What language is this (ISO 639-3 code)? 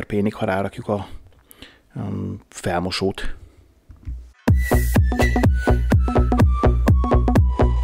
hun